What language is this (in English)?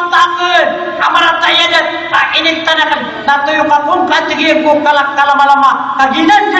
Maranao